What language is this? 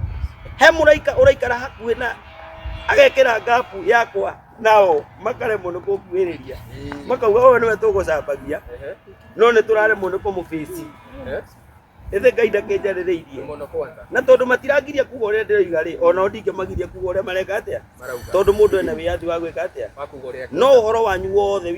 Kikuyu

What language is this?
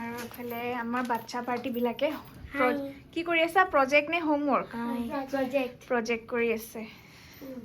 Assamese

